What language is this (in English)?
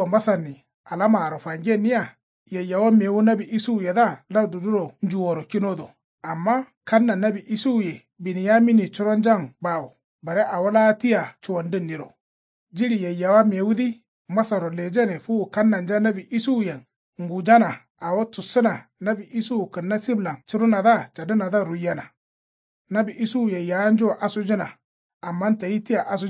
Kanuri